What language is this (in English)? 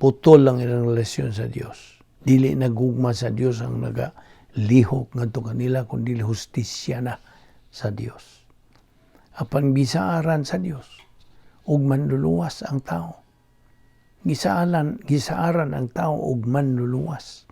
Cebuano